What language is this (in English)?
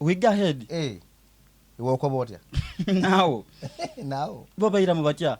Soga